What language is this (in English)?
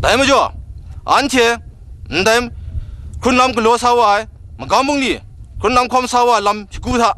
Kachin